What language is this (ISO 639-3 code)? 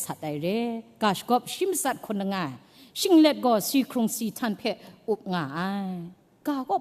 kac